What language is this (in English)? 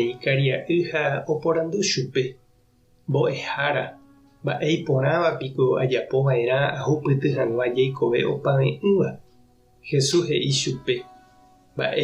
Guarani